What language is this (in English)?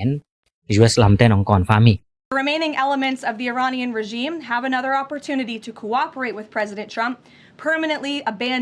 Tedim Chin